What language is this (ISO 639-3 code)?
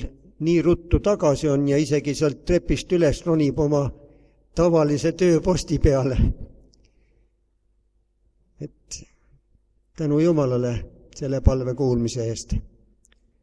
est